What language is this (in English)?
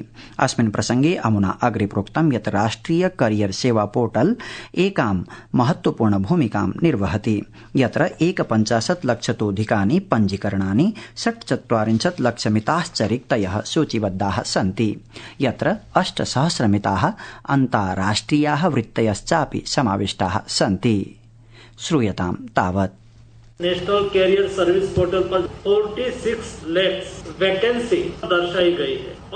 Sanskrit